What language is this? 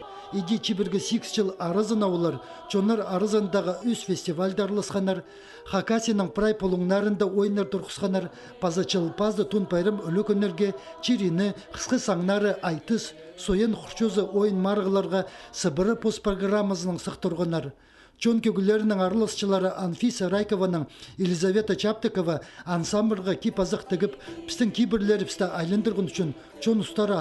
Khakas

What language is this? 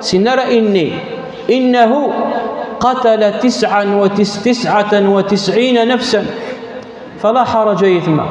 Kabyle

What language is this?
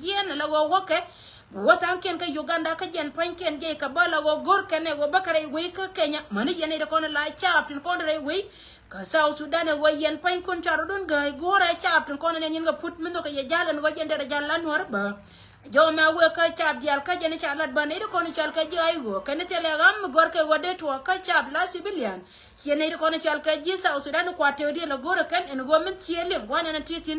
Nuer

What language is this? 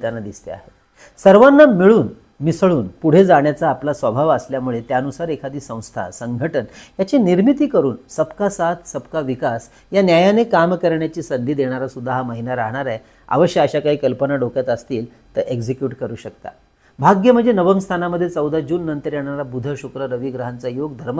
Marathi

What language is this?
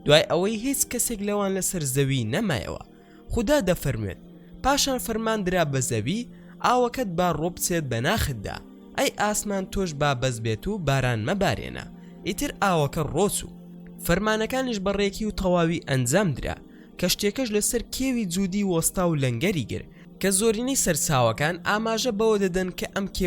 Central Kurdish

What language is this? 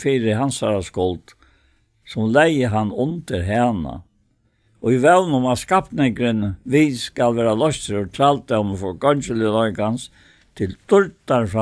Faroese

